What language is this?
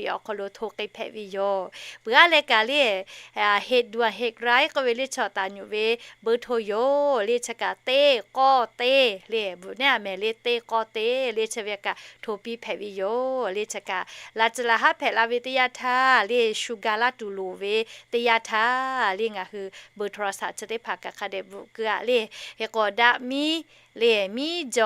Lahu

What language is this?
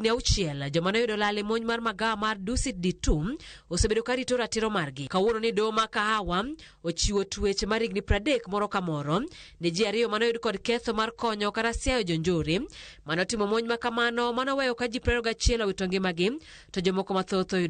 Luo (Kenya and Tanzania)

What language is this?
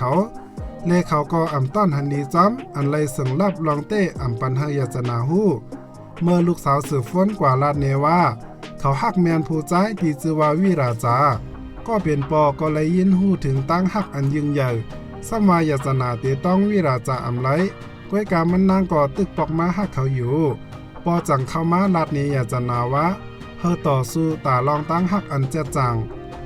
Shan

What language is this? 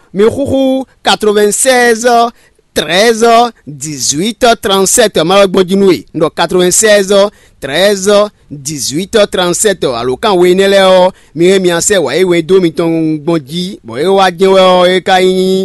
Fon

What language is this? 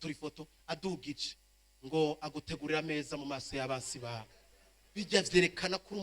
Rundi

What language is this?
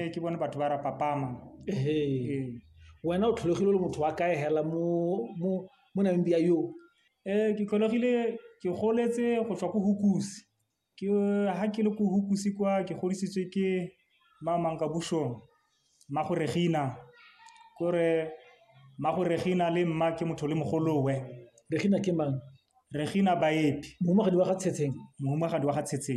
Tswana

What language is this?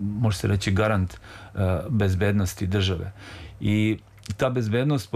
Serbian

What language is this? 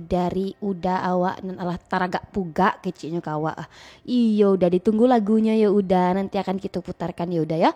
Minangkabau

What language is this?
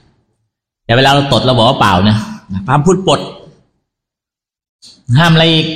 Thai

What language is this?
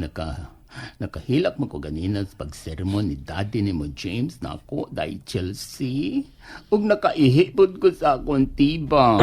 Cebuano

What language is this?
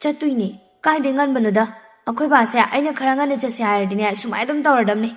Manipuri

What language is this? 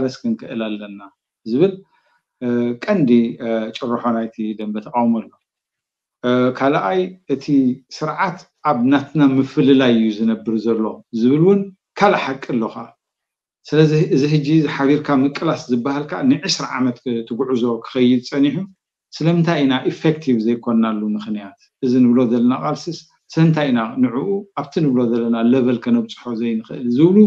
Tigrinya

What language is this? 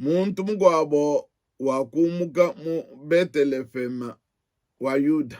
Luba-Lulua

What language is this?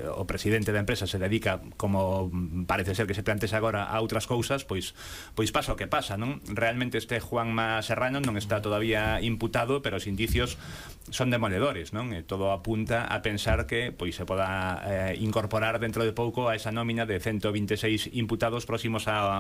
Galician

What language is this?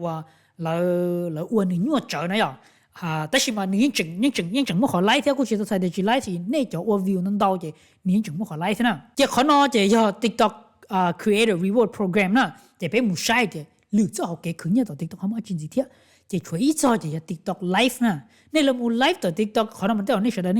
Hmong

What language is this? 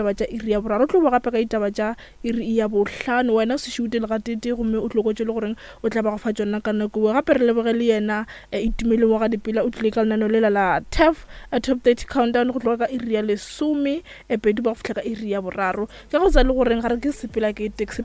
Northern Sotho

